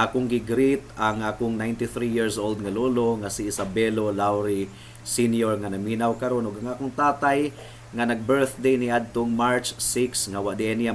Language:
Cebuano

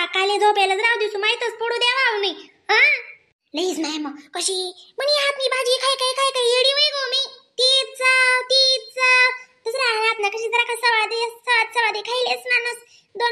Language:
Khandesi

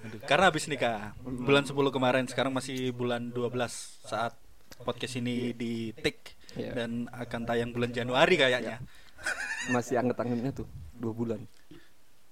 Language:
Indonesian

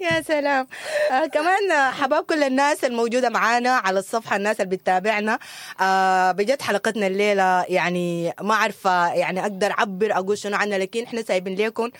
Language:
Sudanese Arabic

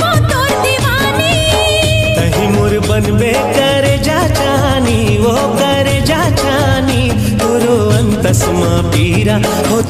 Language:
Chhattisgarhi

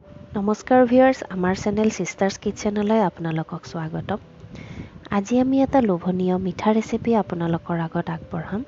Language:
Assamese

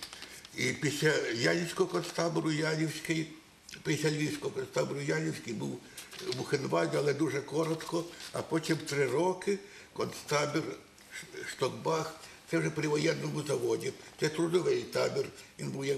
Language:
Ukrainian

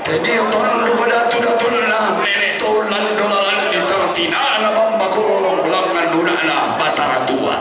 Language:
Toraja-Sa'dan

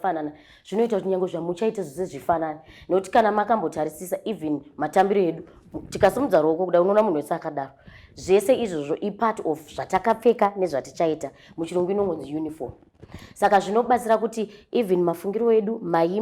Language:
Shona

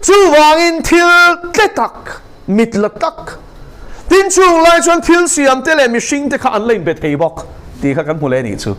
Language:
Mizo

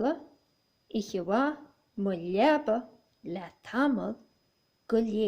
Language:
Irish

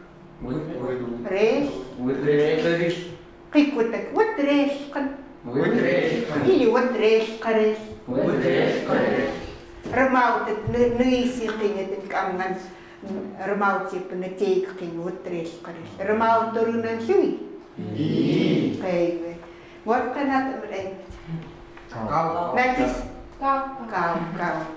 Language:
Chukot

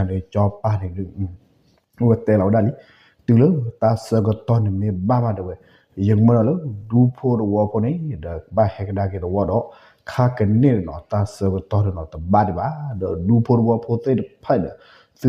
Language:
S'gaw Karen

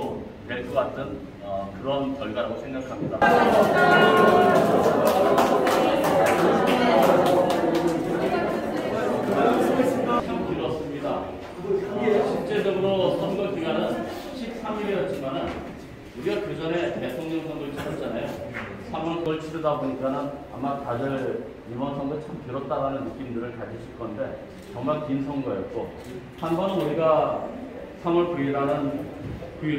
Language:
Korean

